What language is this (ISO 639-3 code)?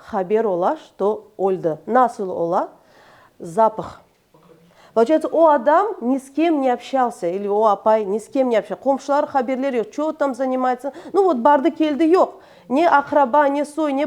crh